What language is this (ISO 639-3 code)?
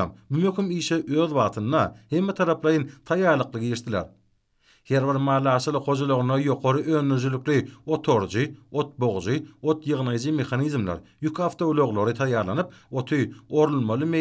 tuk